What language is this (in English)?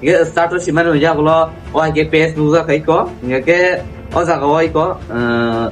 Kok Borok